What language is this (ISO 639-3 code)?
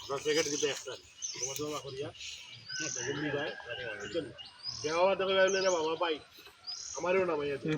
syl